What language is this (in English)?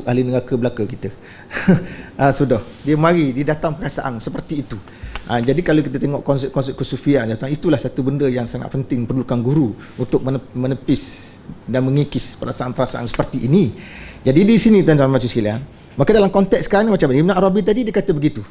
Malay